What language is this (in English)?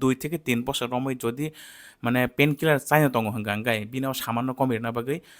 Kok Borok